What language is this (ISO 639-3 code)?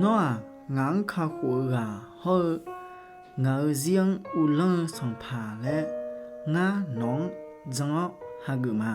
ahk